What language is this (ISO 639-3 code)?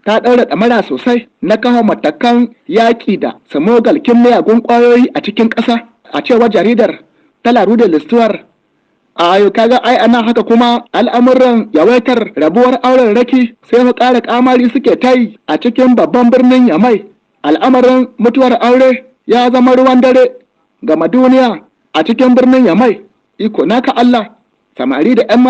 hau